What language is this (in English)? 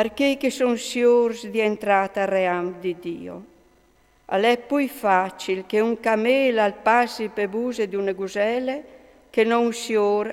Friulian